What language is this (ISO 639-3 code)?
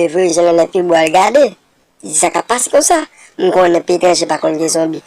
hat